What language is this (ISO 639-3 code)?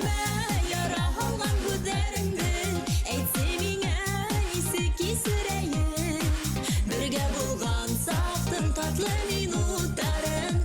bak